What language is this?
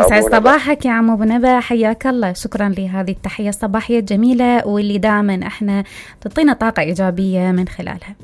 Mesopotamian Arabic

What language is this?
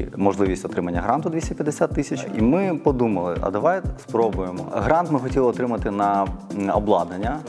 Ukrainian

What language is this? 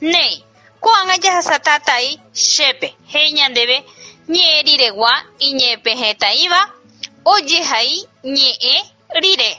Guarani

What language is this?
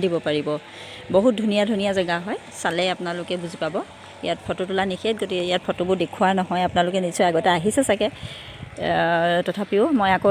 Assamese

